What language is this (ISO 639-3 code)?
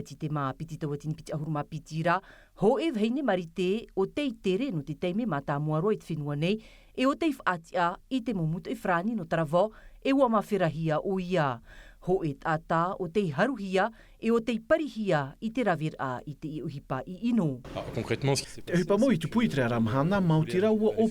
tah